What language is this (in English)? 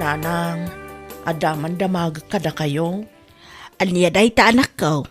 Iloko